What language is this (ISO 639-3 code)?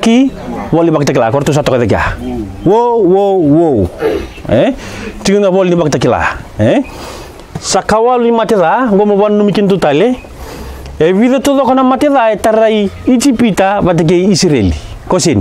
fij